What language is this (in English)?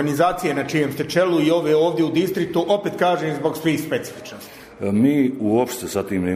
Bosnian